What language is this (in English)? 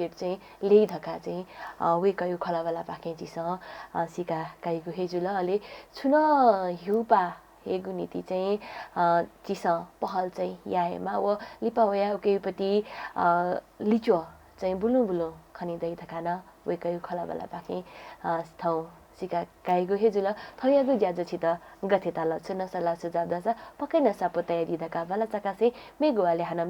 Newari